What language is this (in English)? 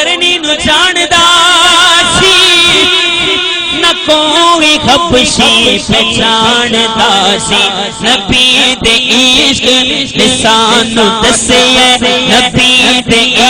Saraiki